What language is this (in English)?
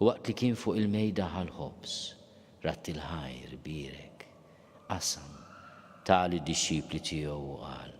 Maltese